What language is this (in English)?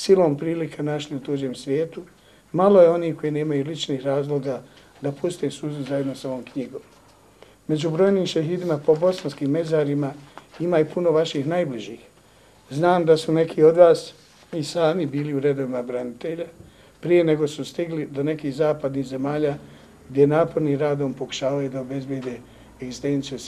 Bosnian